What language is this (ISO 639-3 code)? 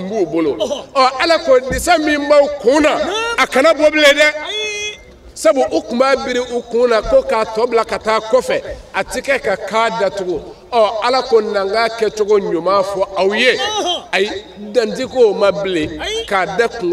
bam